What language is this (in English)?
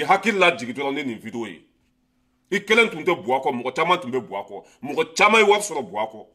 Bambara